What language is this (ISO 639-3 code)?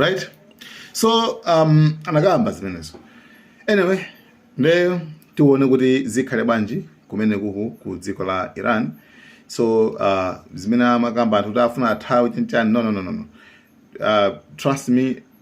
nya